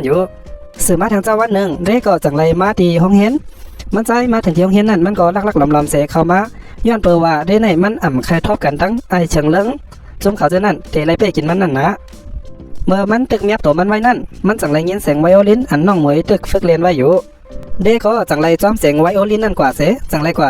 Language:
Shan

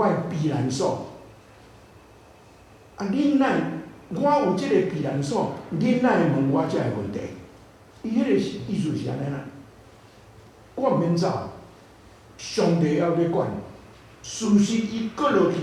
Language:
Min Nan Chinese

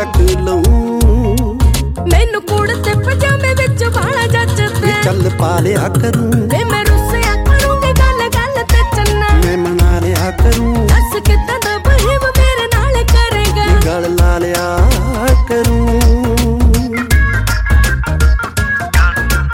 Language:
Punjabi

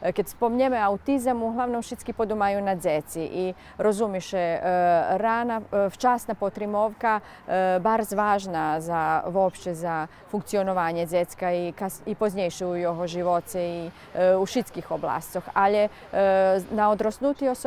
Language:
Rusyn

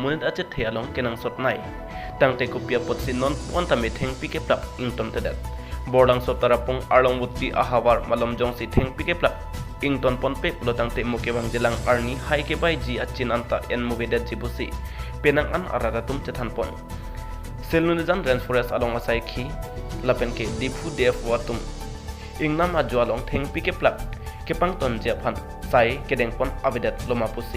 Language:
Karbi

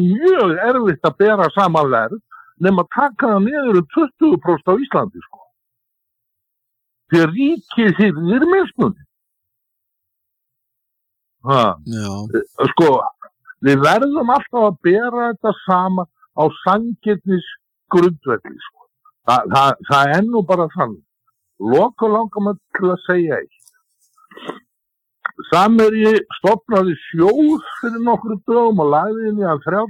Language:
Icelandic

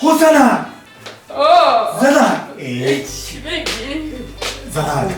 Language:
Tajik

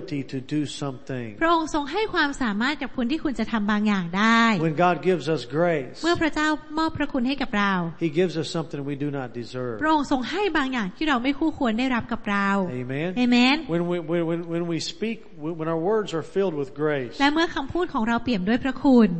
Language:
Thai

